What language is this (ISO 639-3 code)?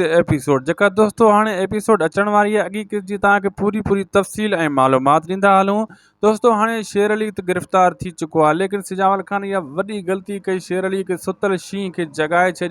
snd